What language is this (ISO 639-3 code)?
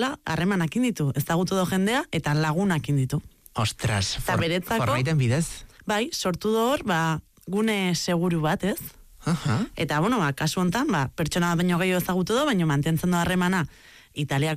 eus